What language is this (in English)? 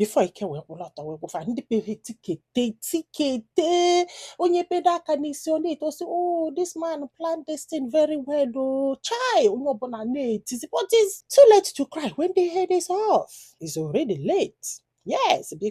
Igbo